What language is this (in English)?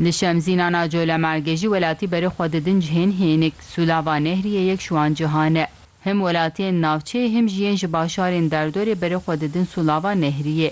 Kurdish